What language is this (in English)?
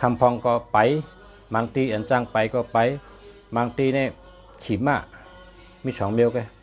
Shan